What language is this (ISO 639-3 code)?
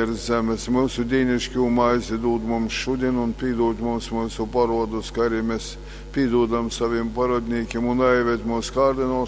ltg